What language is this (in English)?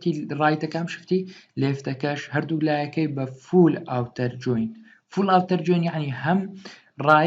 Central Kurdish